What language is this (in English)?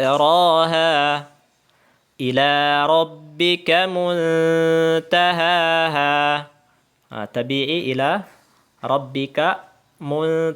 Tausug